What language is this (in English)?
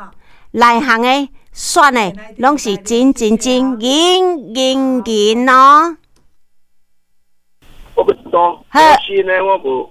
Min Nan Chinese